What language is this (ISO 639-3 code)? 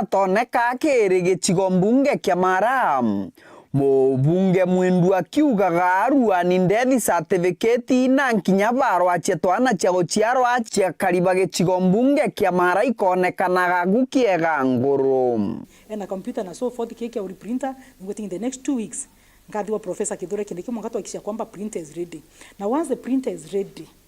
mer